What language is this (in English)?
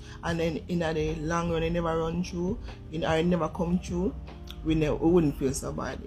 Jamaican Creole English